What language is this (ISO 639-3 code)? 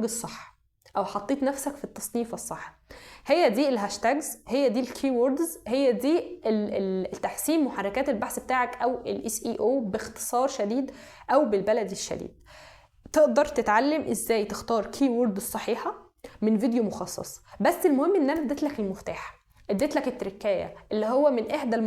arz